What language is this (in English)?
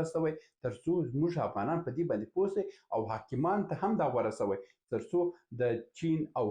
Pashto